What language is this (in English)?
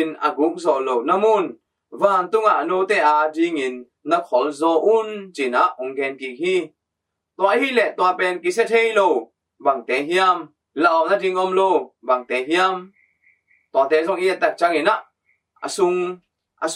Tedim Chin